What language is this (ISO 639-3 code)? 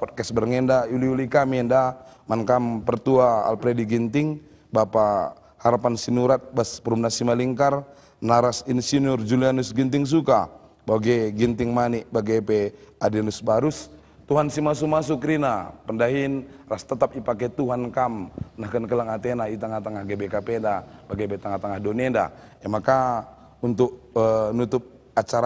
btx